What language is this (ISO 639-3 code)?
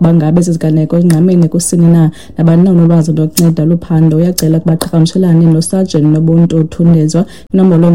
xho